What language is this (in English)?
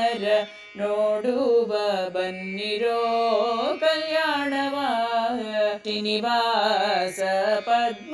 Kannada